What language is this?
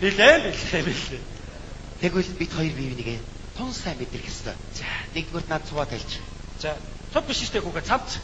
Mongolian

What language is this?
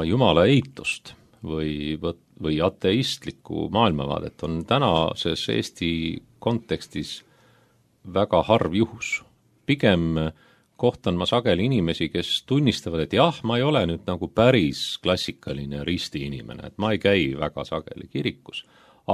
Estonian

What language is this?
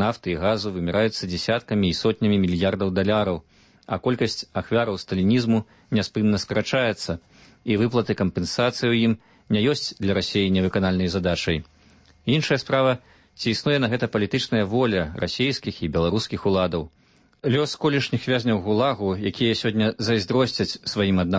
Belarusian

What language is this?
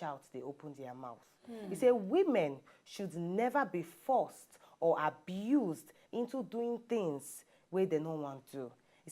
Nigerian Pidgin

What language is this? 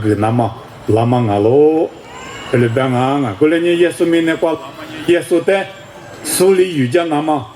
Lisu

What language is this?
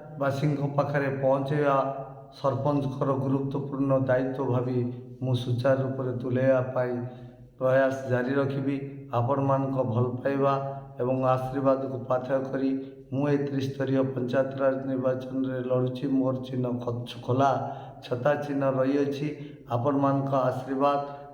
Odia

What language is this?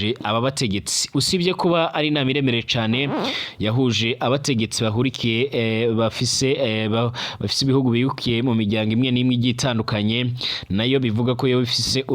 Rundi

